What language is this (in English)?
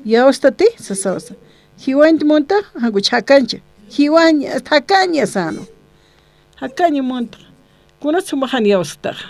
Aymara